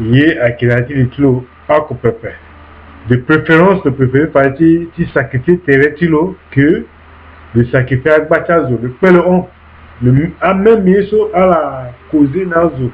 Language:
Sango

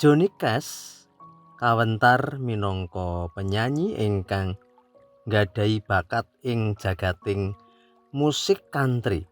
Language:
Javanese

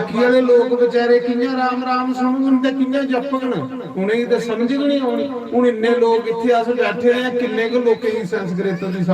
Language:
Dogri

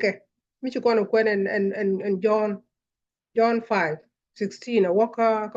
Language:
Nuer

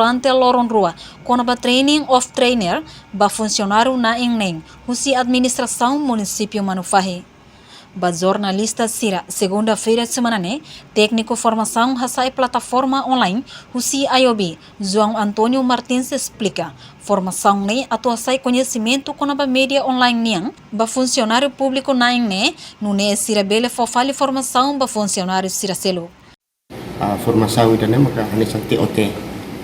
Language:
Tetum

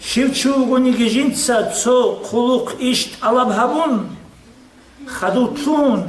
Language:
Avaric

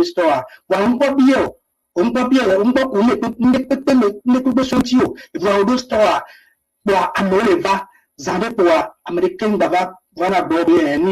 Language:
Ewe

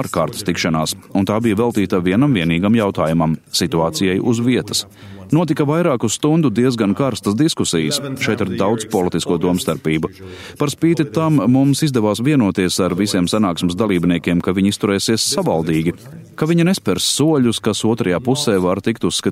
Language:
Latvian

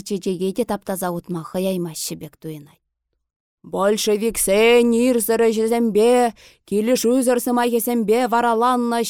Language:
Chuvash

